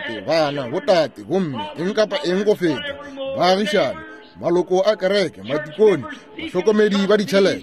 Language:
Northern Sotho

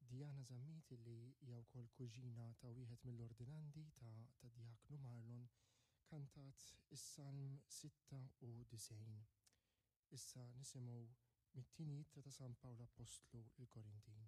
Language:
Maltese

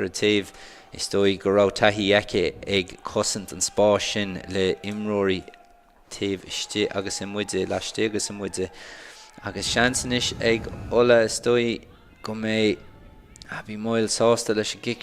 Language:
Irish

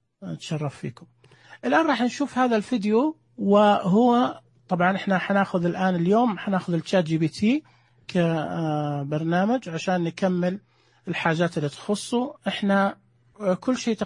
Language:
Najdi Arabic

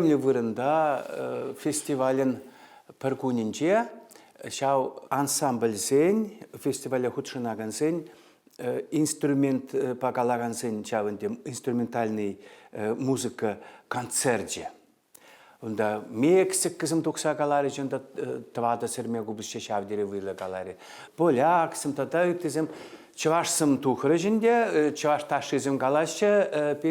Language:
Chuvash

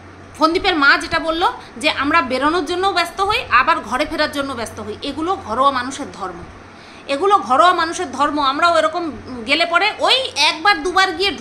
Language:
Bangla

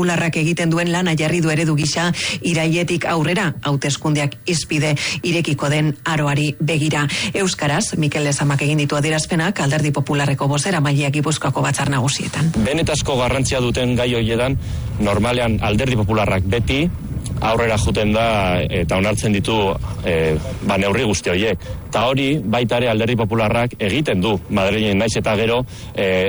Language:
Basque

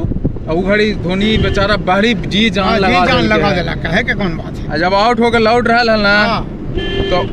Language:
Magahi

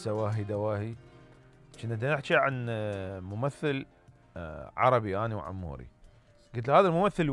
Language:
Mesopotamian Arabic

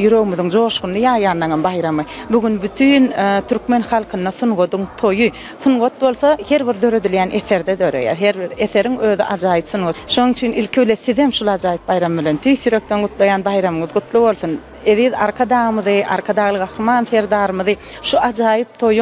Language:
Turkmen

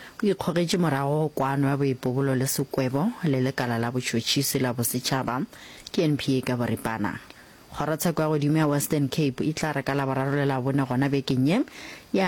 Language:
Northern Sotho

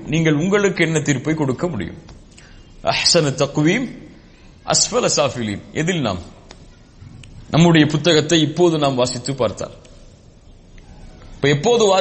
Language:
Tamil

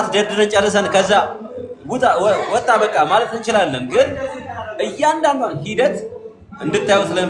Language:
Amharic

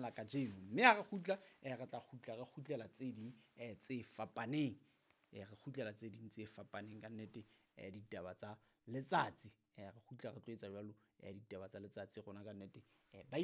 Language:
Southern Sotho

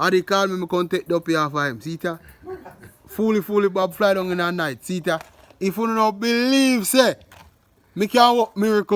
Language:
Jamaican Creole English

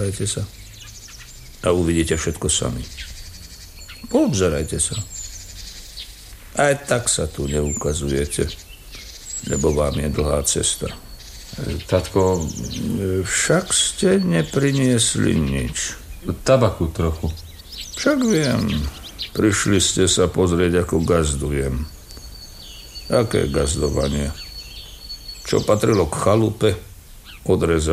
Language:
Slovak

